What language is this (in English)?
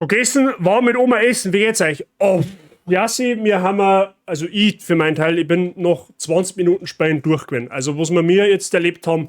Bavarian